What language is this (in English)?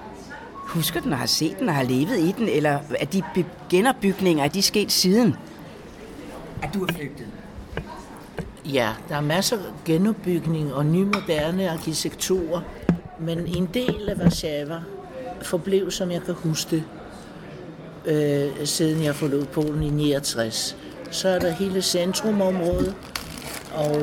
Danish